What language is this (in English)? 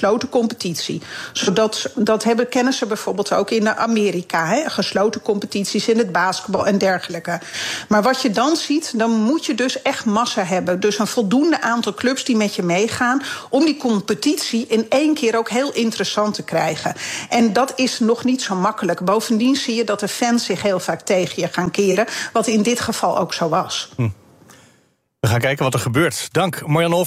Dutch